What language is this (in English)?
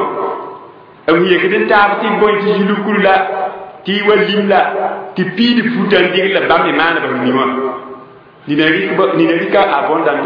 Mossi